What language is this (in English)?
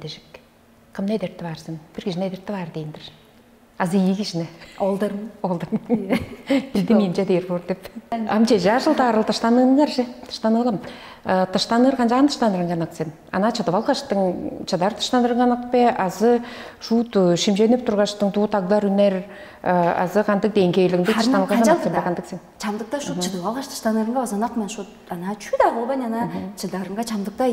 Tuvinian